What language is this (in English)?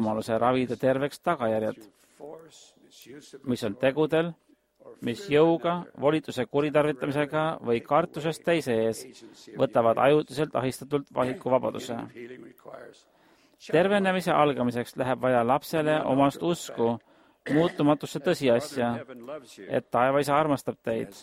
Estonian